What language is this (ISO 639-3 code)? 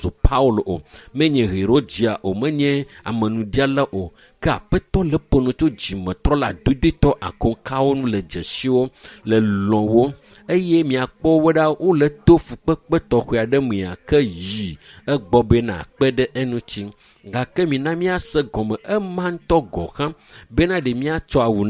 ewe